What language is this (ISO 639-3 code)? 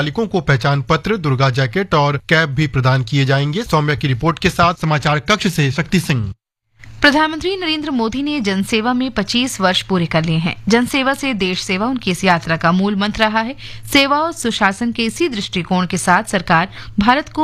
hin